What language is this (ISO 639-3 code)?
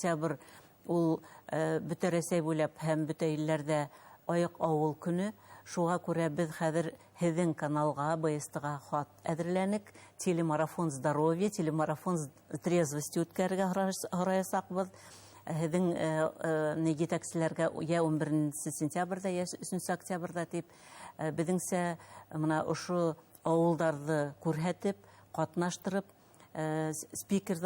bak